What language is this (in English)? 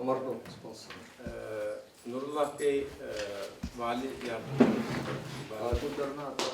Chuvash